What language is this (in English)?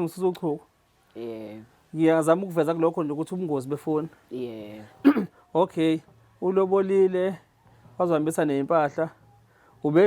Zulu